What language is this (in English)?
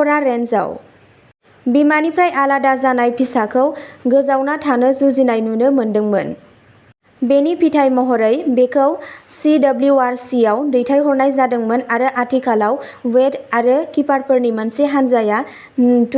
Bodo